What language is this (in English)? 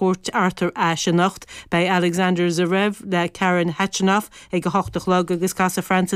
Irish